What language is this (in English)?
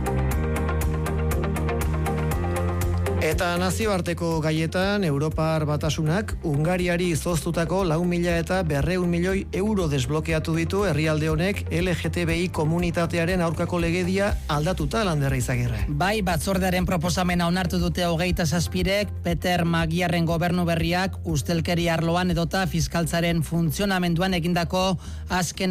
Basque